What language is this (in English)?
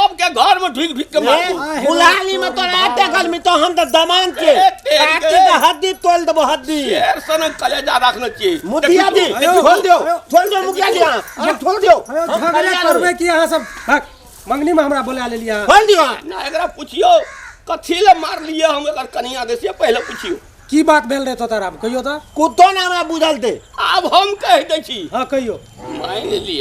Maithili